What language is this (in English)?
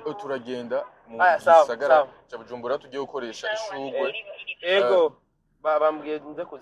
Rundi